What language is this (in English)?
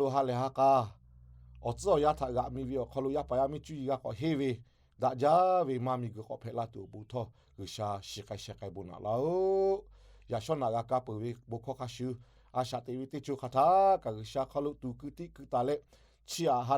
Lahu